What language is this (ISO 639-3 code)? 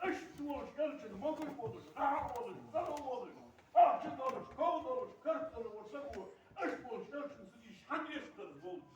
inh